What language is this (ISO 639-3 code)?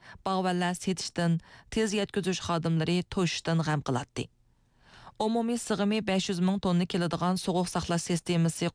uig